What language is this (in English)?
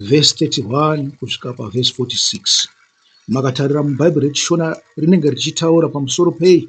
Shona